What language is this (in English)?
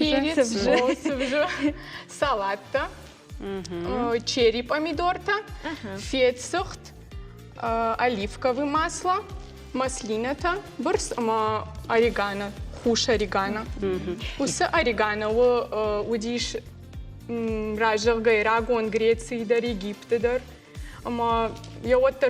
Ossetic